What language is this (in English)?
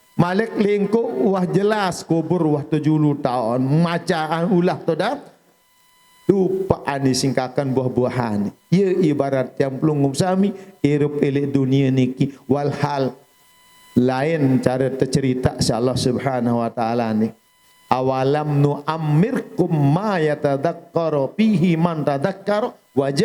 Sasak